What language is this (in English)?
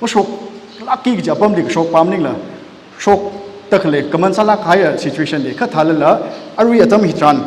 Tangkhul Naga (India)